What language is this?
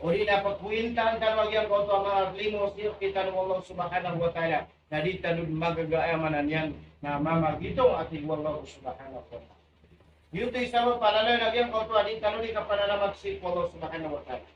Maranao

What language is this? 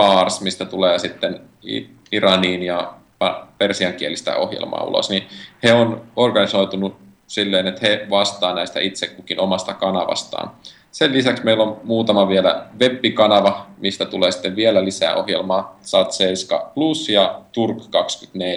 Finnish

